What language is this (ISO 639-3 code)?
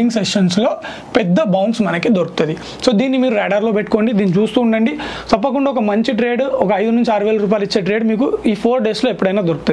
tel